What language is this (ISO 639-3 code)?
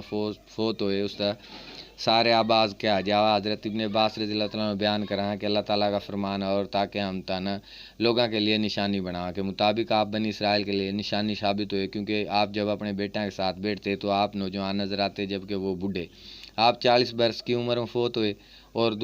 bgc